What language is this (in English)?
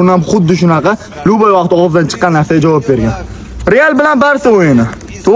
Uzbek